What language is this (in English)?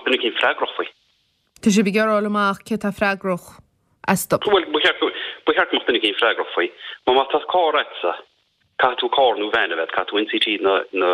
Irish